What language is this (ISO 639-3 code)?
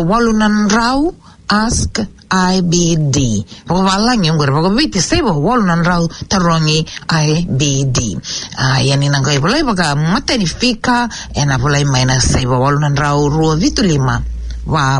fij